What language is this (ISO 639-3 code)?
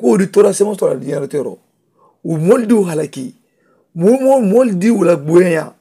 man